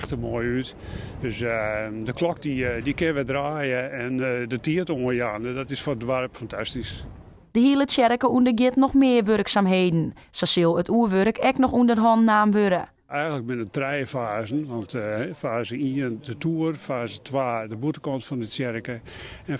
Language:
Western Frisian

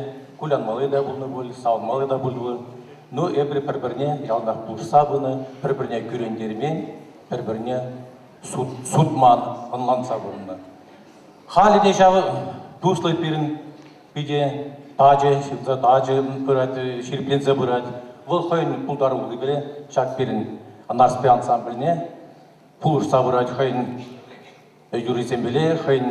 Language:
Chuvash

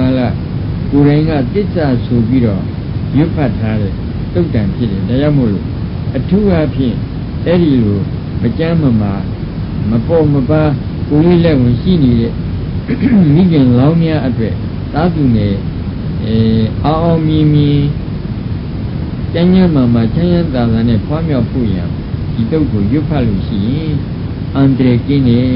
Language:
Burmese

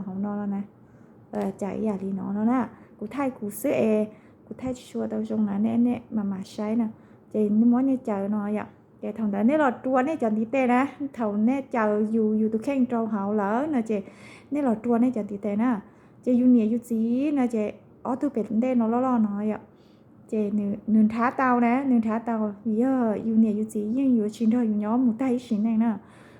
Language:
Hmong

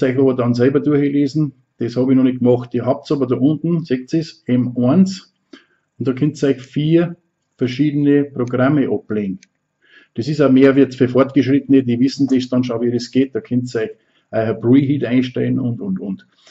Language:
Bavarian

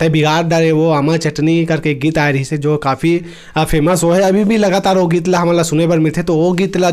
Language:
Chhattisgarhi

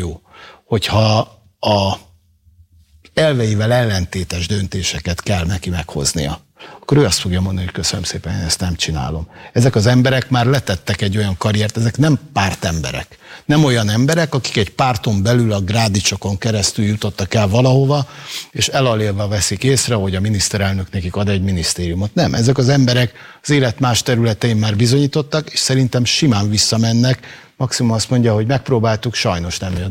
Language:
Hungarian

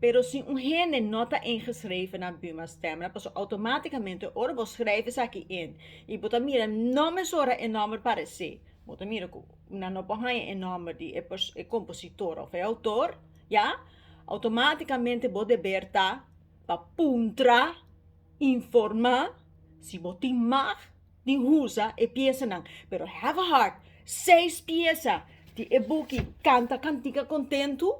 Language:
Papiamento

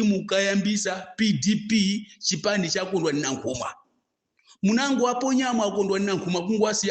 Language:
Nyanja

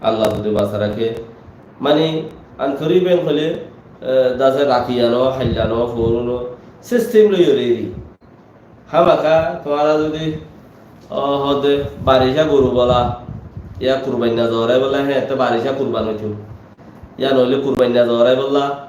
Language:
Rohingya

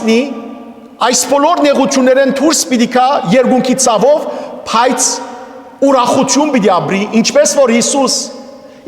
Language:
Western Armenian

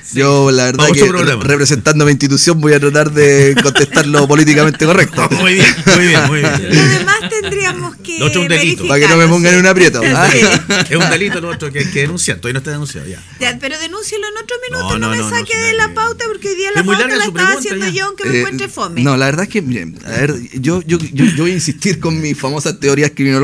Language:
Spanish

